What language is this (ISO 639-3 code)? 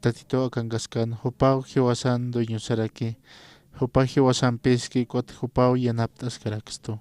aym